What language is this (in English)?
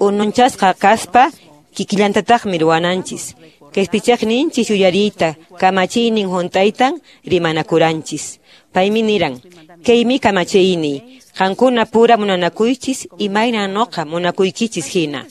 Quechua